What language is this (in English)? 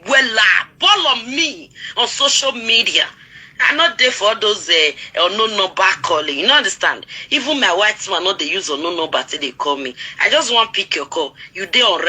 Nigerian Pidgin